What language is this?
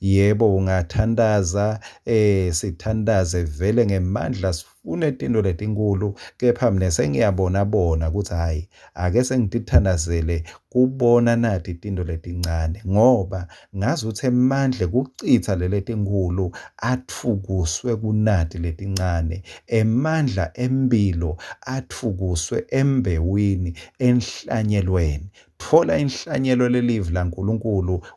Swati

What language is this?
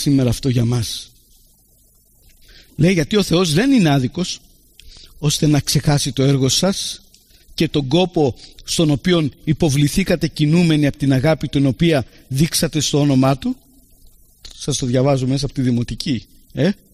Greek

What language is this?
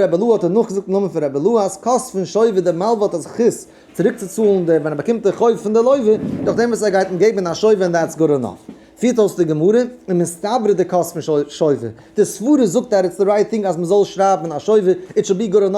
Yiddish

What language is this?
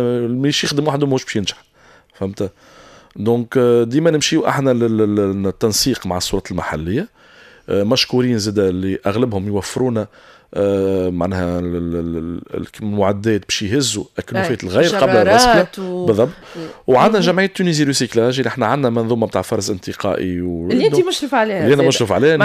Tunisian Arabic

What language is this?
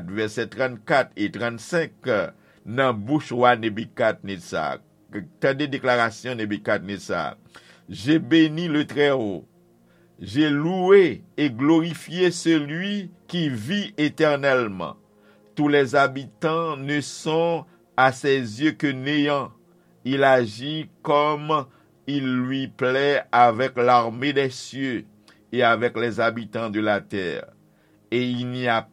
Haitian Creole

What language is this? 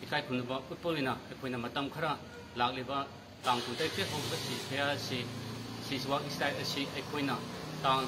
Manipuri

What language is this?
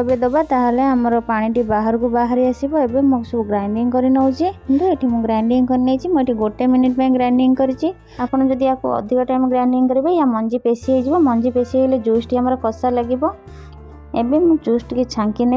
Odia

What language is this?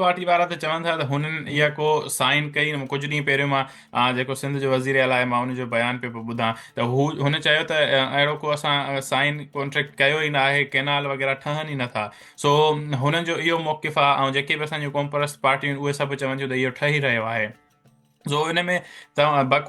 Sindhi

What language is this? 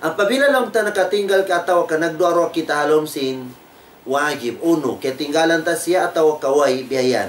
Tausug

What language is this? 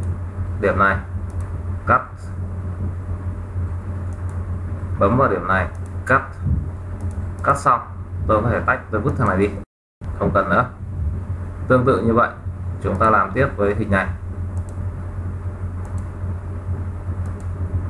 Vietnamese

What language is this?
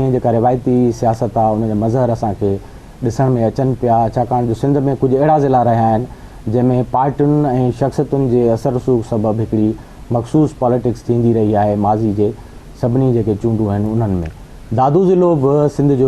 Sindhi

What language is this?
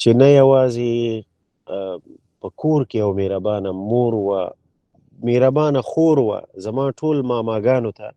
Pashto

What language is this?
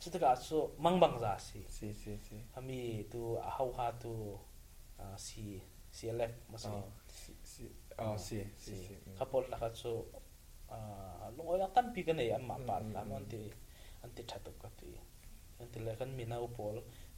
Falam Chin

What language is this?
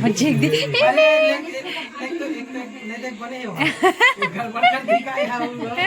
Chhattisgarhi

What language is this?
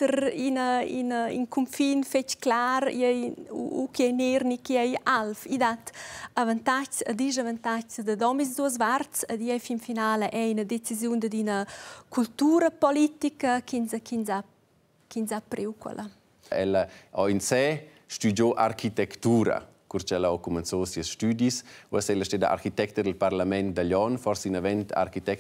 Romansh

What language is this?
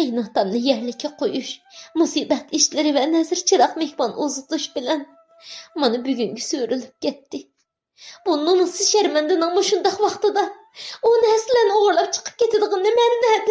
Uyghur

